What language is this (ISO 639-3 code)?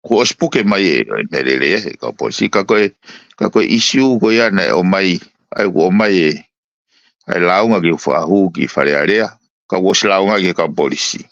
ton